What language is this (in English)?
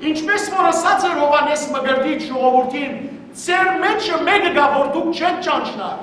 Western Armenian